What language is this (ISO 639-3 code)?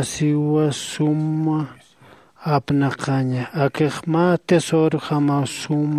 aym